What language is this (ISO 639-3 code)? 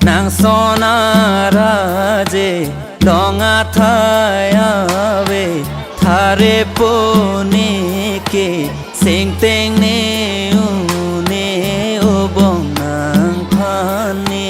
mjw